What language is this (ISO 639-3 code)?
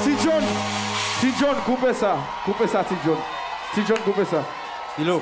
hat